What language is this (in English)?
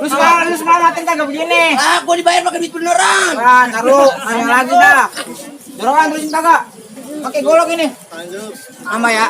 Betawi